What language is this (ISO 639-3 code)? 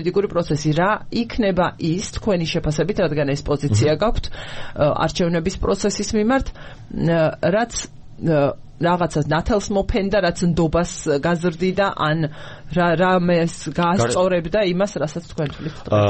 kat